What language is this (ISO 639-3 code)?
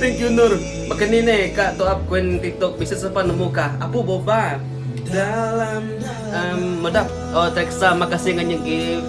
iba